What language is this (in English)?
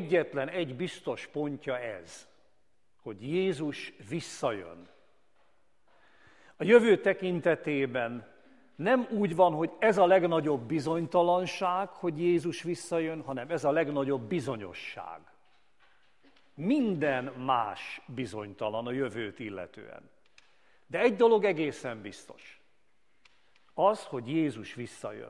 Hungarian